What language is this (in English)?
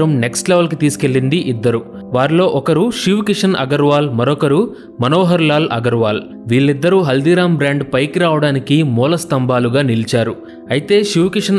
Telugu